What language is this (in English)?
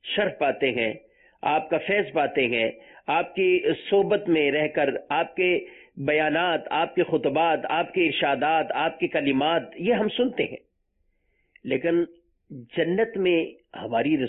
Urdu